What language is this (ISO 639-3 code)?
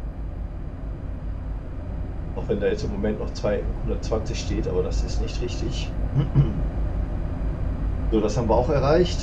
deu